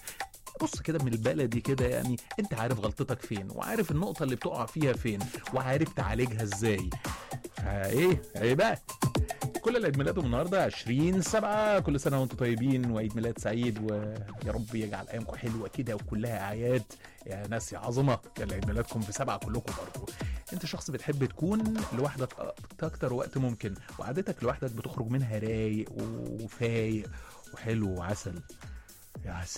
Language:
Egyptian Arabic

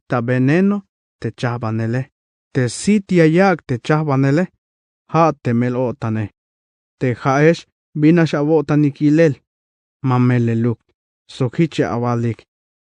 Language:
Tzeltal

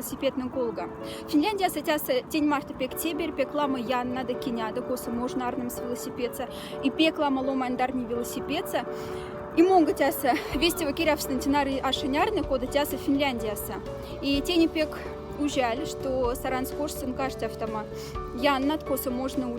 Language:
Moksha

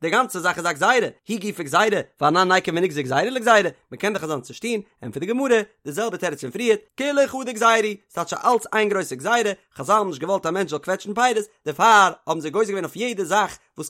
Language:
Yiddish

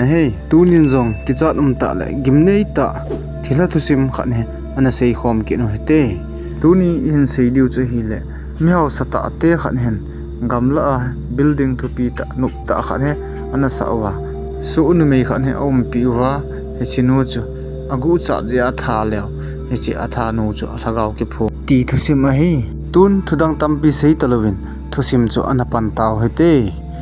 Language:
Thado Chin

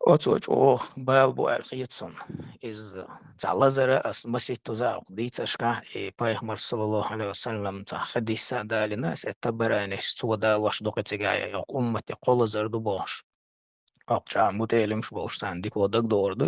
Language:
Chechen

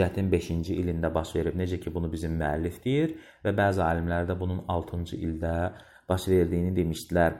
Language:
Azerbaijani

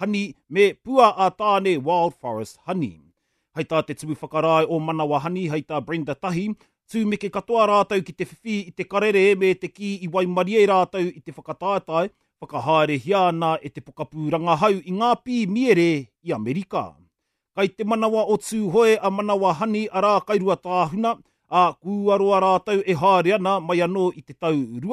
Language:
Māori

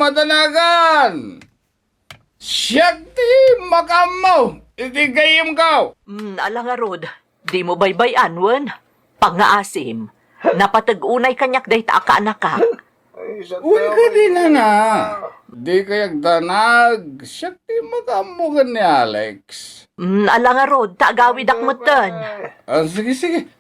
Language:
Iloko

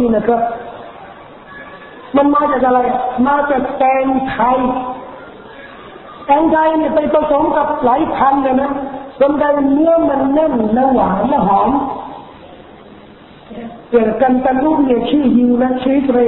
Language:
Thai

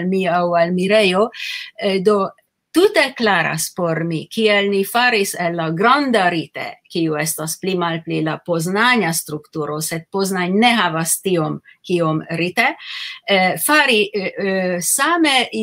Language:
Esperanto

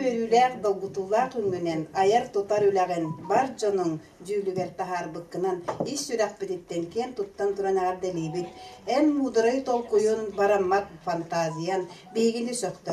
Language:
Yakut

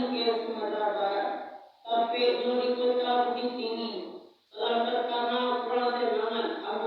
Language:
Minangkabau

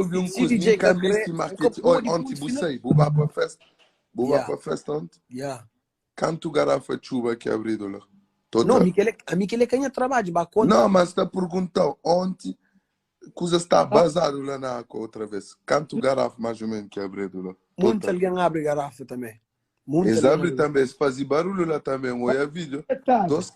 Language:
Kabuverdianu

